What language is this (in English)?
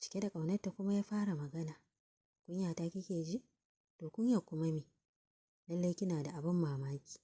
Hausa